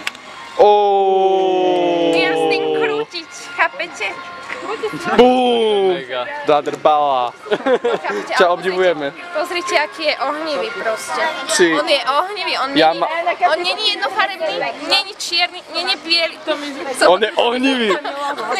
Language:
Slovak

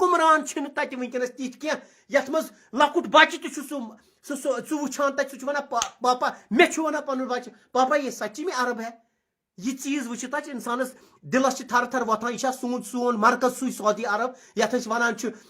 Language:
Kashmiri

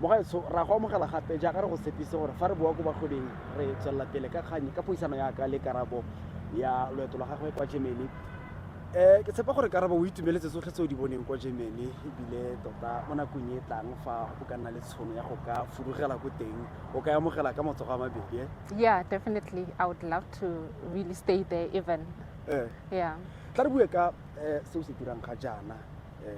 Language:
Tswana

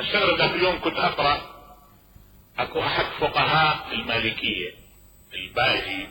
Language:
Mesopotamian Arabic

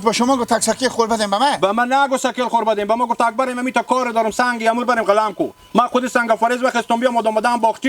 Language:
Hazaragi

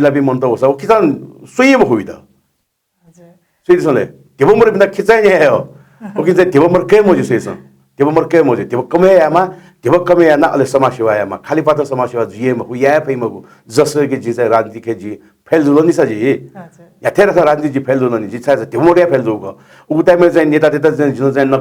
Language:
Newari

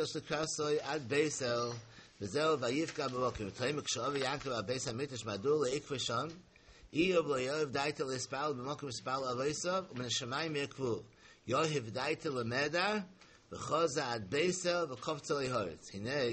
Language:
Yiddish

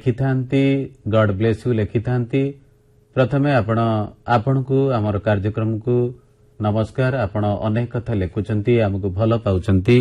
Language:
Odia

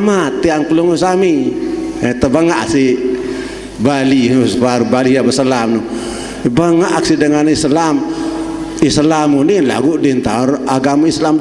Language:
Sasak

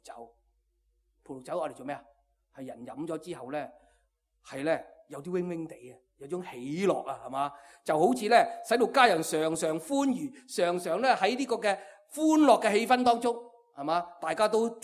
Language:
Cantonese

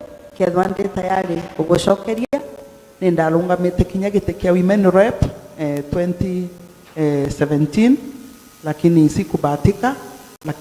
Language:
Meru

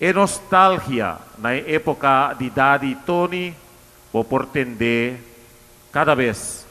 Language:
Papiamento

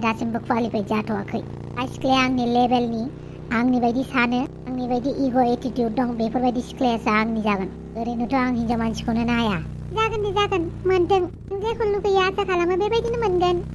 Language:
Bodo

